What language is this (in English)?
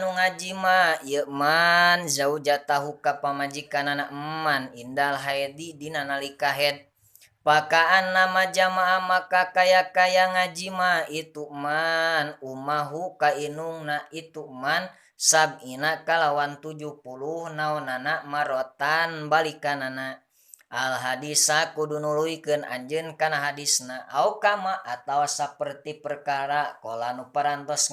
Sundanese